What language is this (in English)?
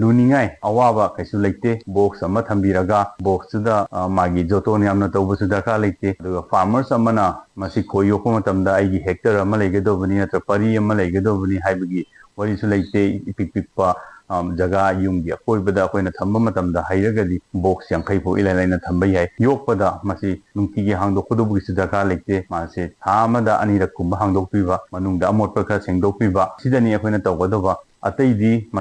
Manipuri